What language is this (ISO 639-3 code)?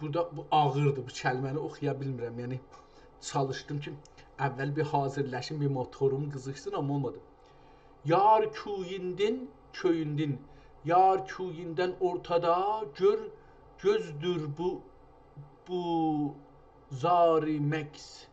azb